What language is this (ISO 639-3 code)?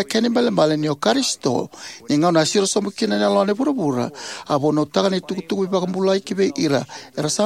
fij